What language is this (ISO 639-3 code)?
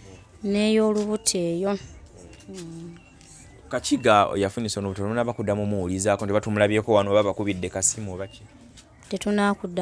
lug